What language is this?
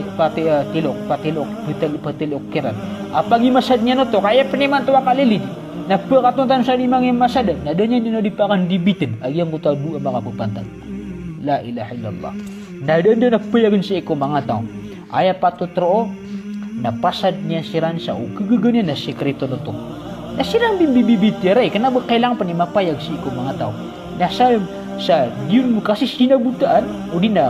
Maranao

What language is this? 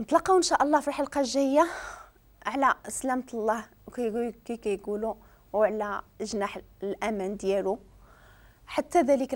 Moroccan Arabic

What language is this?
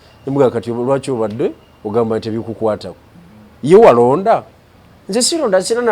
Ganda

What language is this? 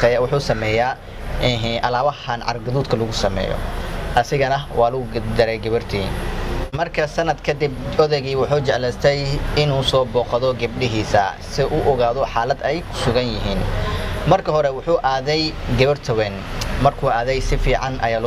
Somali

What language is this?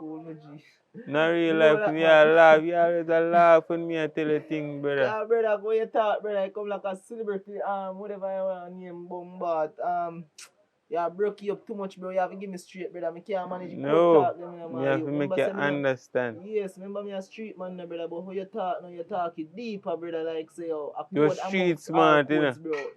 Jamaican Creole English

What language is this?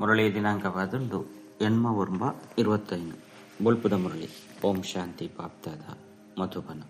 Tulu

